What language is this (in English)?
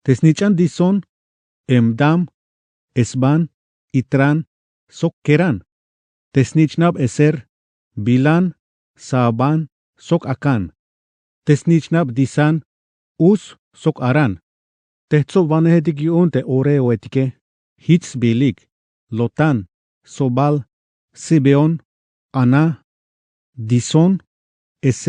Tzeltal